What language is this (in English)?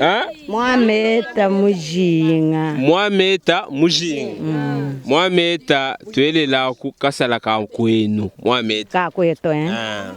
Luba-Lulua